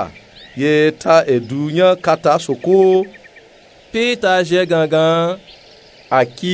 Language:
Nupe-Nupe-Tako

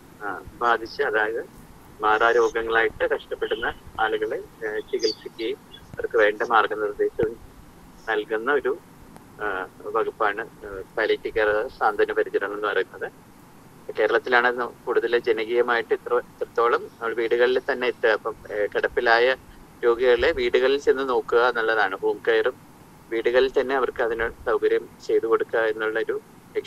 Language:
Malayalam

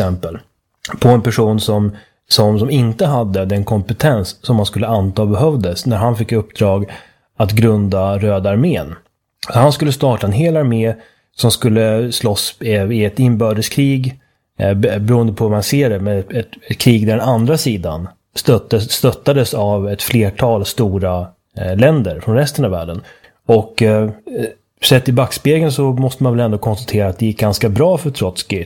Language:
Swedish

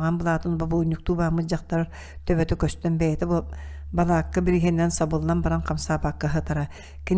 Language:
Yakut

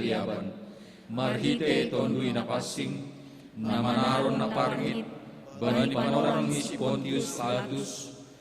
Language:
Batak Simalungun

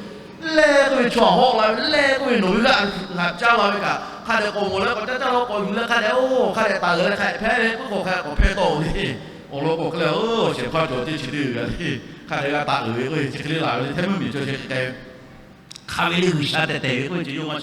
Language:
Lahu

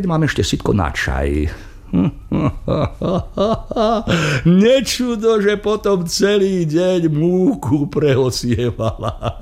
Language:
Slovak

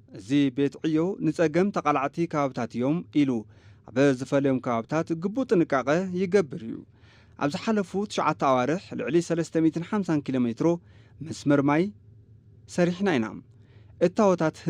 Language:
Tigrinya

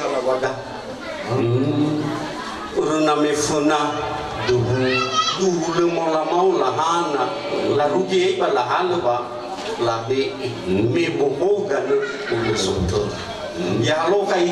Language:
Nias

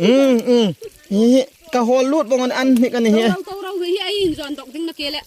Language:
Hmar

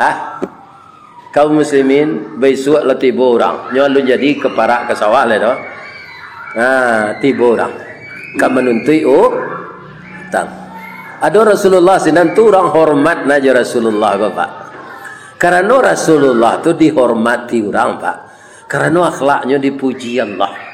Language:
Minangkabau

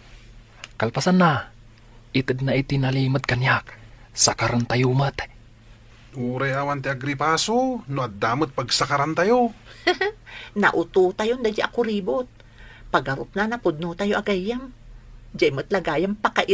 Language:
Iloko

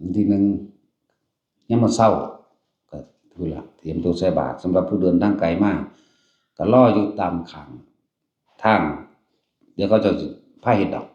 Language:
Northeastern Thai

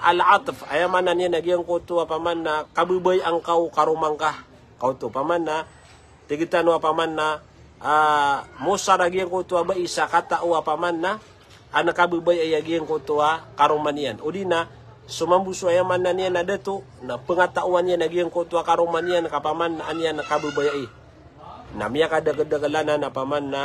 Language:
Maranao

